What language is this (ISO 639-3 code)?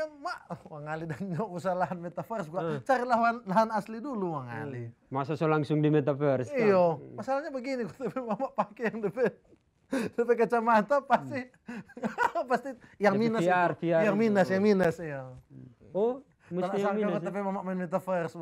xmm